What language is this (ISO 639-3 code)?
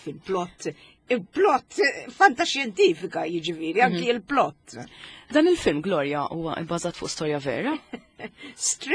mlt